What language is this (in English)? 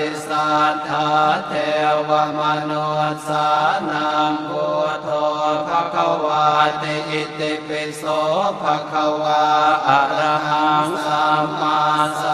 Pali